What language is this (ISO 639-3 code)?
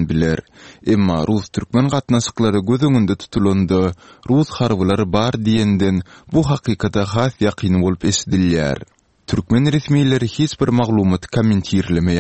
tuk